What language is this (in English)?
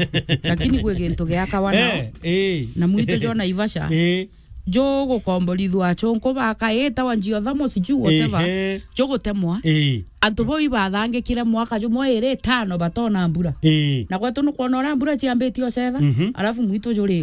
Meru